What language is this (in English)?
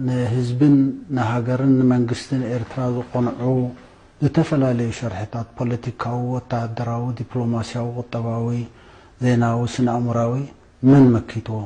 Tigrinya